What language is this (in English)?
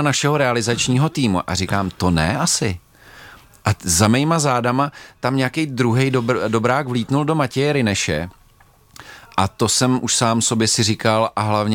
Czech